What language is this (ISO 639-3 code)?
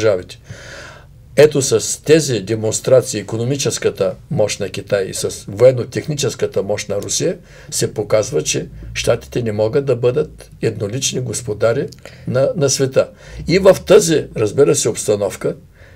bul